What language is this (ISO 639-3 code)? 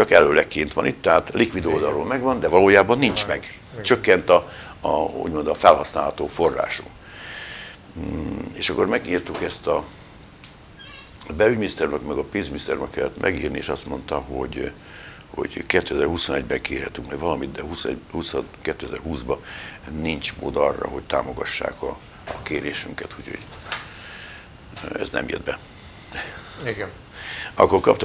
hun